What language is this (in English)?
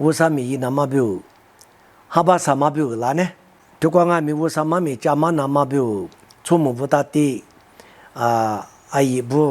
Lisu